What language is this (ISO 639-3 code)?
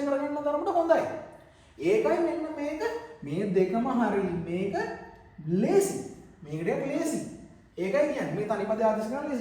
sin